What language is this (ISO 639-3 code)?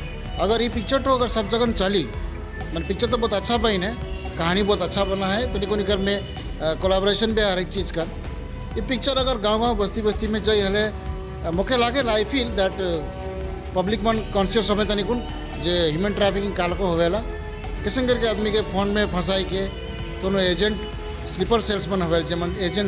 sck